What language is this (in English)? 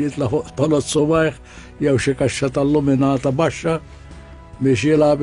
Maltese